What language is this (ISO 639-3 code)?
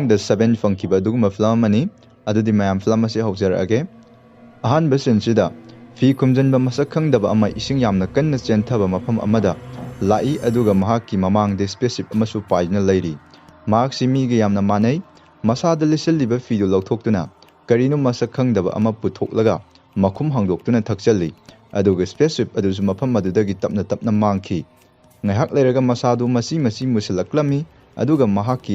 mni